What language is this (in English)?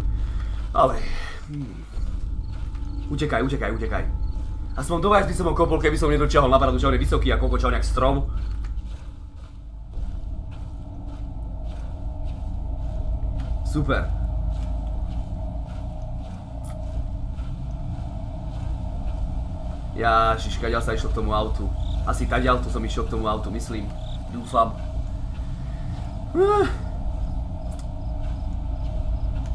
Slovak